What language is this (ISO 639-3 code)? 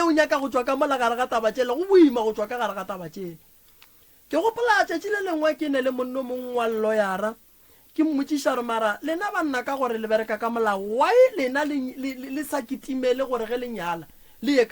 nso